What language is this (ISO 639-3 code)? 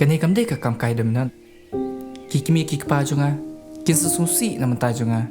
kha